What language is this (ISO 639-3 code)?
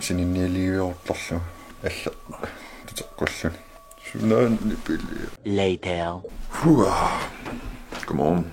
kal